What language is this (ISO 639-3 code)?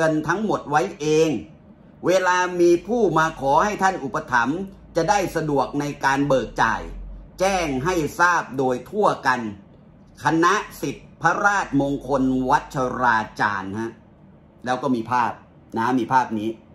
tha